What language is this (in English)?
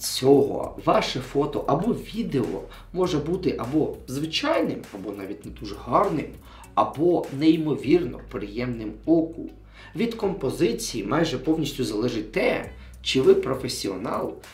Ukrainian